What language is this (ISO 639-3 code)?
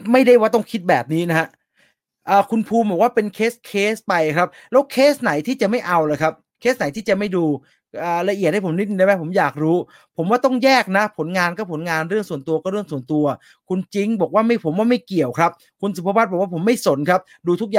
tha